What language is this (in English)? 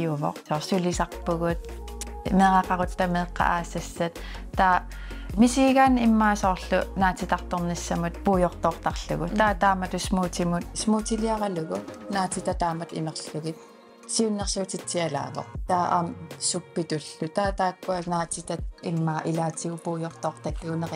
Kalaallisut